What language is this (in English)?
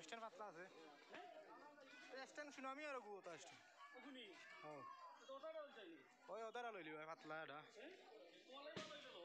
Sylheti